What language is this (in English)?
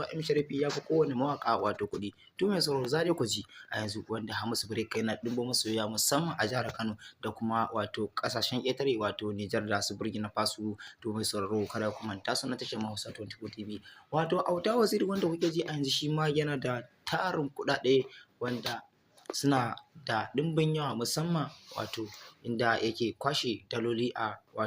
Hausa